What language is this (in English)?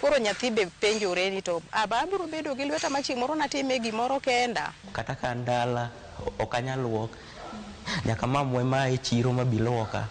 Luo (Kenya and Tanzania)